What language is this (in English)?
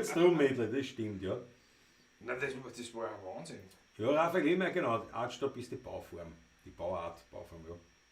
Bavarian